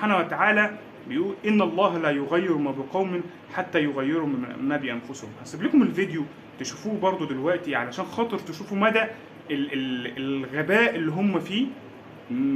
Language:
Egyptian Arabic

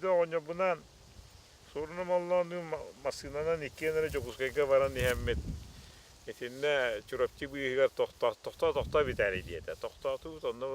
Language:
Yakut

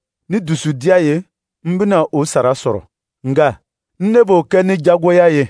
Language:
Dyula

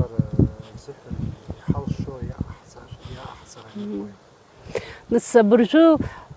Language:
Abkhazian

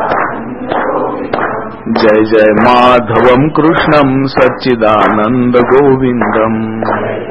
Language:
Marathi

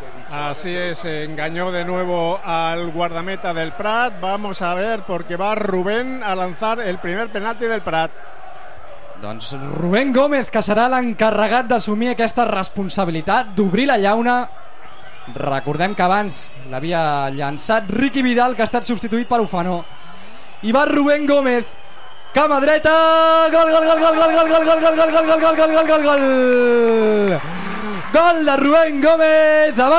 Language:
Catalan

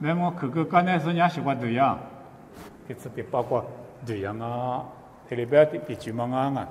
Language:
Lisu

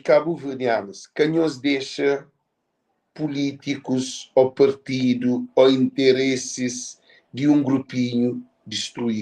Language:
Kabuverdianu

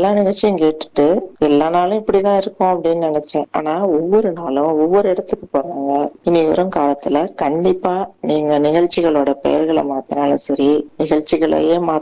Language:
Tamil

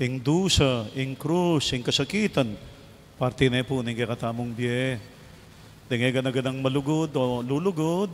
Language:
Pampanga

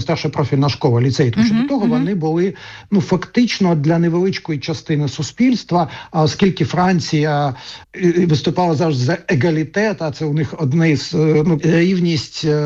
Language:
Ukrainian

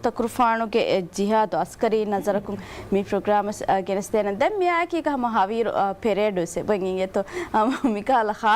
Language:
Divehi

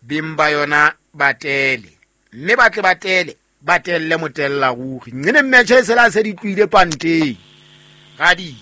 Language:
Southern Sotho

